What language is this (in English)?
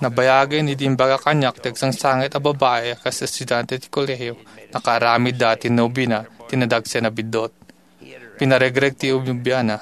Iloko